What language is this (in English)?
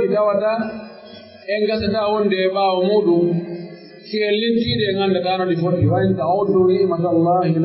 Pular